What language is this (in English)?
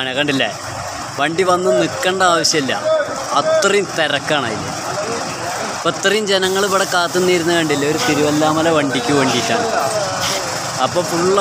Malayalam